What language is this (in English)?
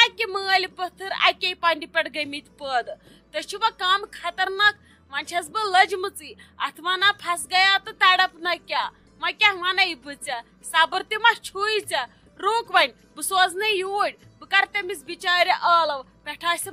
Kashmiri